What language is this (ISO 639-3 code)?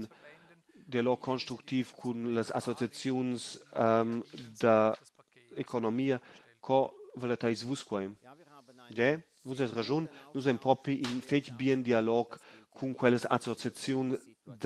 roh